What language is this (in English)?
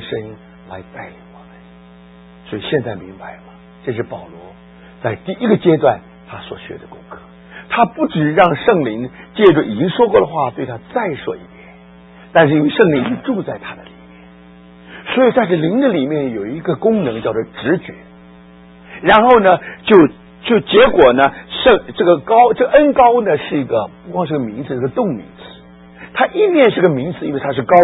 Chinese